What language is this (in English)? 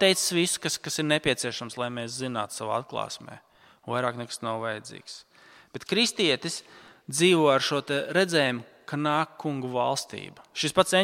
Latvian